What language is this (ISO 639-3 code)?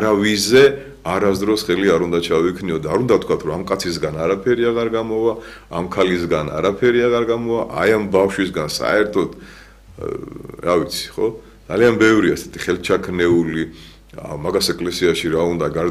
kat